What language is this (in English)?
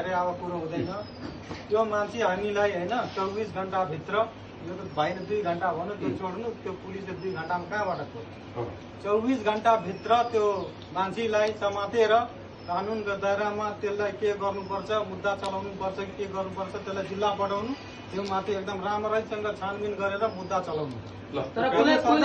Nepali